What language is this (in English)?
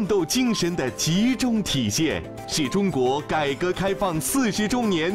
Chinese